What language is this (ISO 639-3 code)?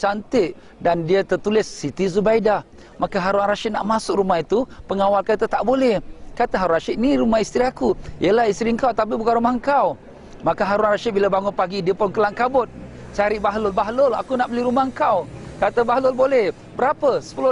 msa